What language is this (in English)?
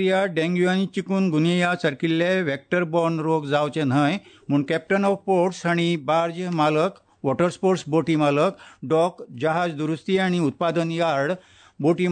Konkani